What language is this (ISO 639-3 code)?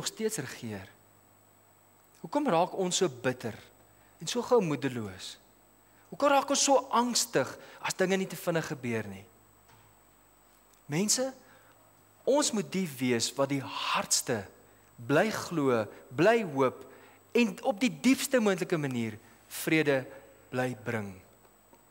afr